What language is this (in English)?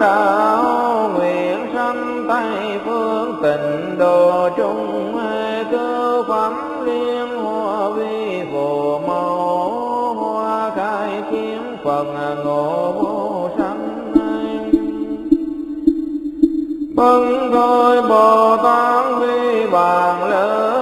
Vietnamese